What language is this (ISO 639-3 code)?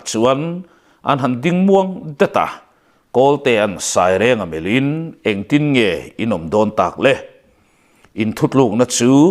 lus